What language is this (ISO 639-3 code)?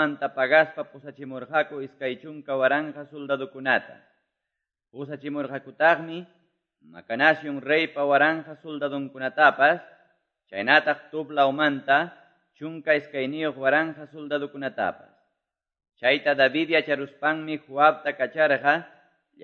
que